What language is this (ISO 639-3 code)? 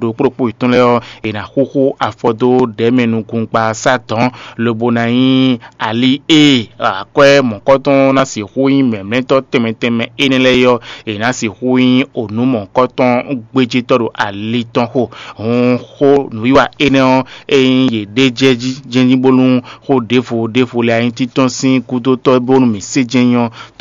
fon